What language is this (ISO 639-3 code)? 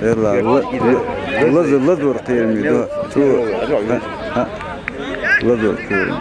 che